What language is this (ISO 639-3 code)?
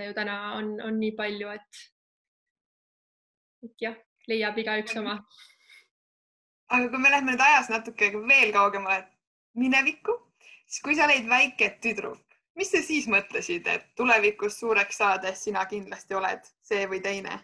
est